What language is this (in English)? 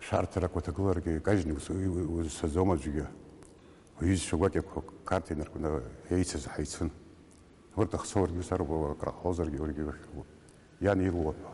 Abkhazian